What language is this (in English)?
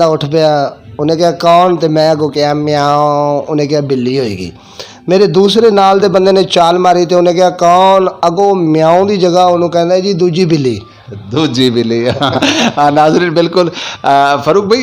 Western Panjabi